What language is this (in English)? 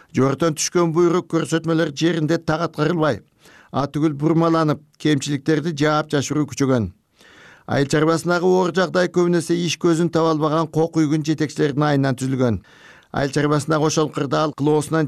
Kyrgyz